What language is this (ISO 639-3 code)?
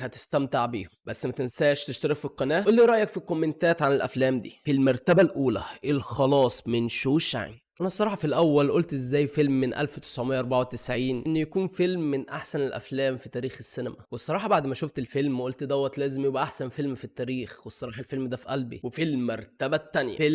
arz